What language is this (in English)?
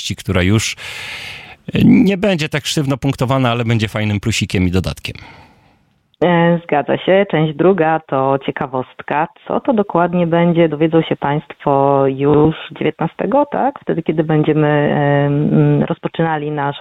Polish